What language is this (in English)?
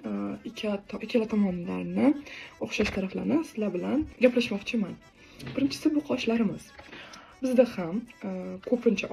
Uzbek